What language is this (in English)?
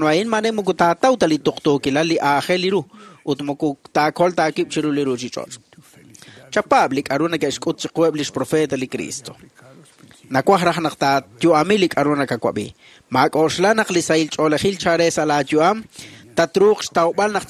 Kekchí